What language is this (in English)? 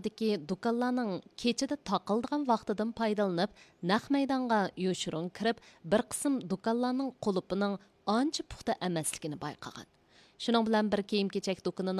Uyghur